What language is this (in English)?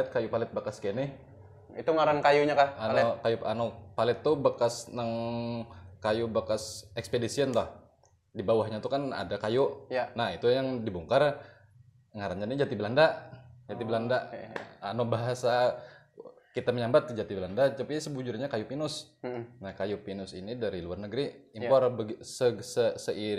Banjar